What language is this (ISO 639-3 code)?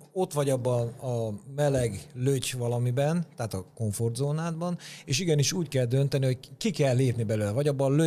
hun